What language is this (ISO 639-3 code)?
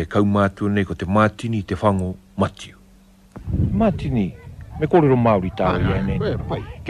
mri